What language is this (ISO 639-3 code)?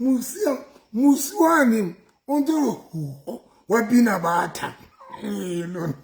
sot